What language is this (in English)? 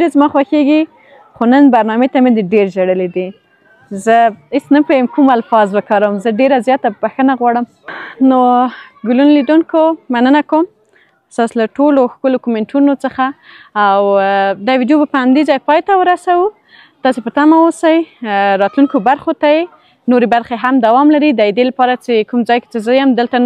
Pashto